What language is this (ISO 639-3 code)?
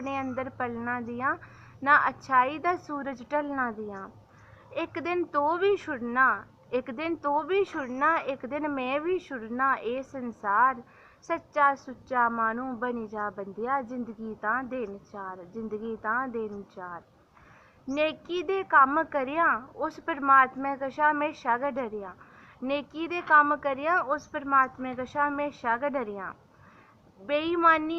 doi